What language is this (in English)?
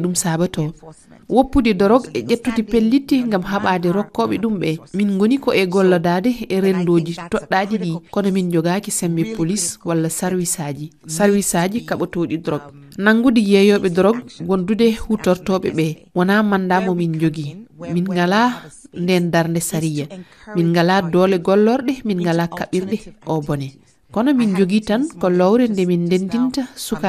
Fula